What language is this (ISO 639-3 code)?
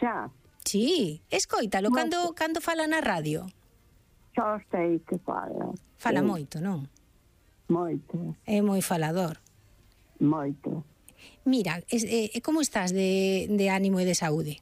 glg